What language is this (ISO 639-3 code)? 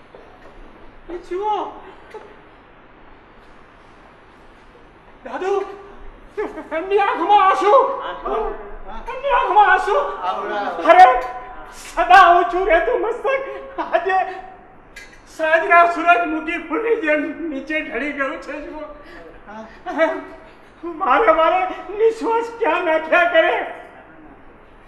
guj